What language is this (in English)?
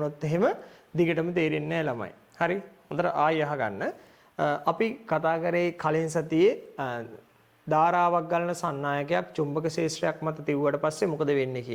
Sinhala